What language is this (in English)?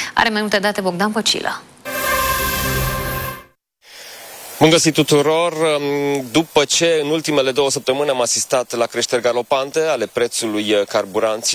Romanian